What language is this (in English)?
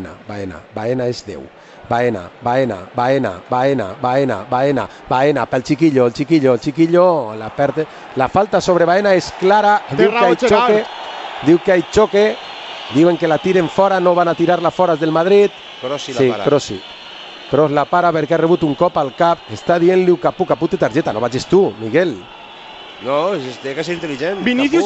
Catalan